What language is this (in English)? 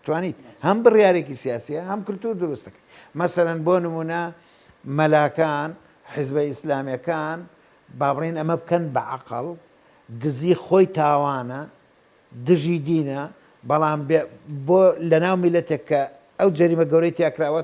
Central Kurdish